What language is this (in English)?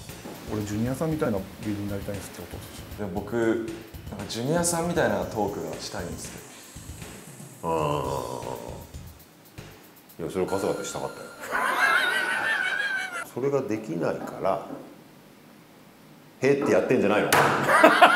Japanese